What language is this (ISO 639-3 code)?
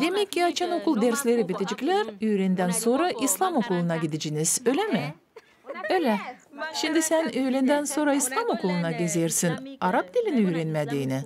gag